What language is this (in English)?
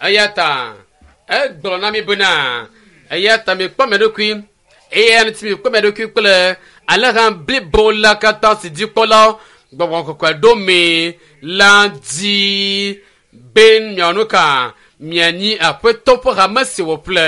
Ewe